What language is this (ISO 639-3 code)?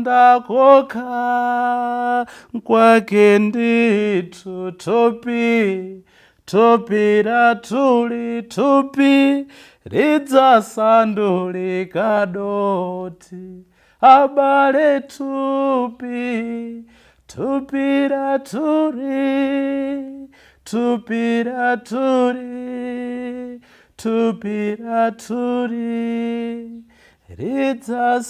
nya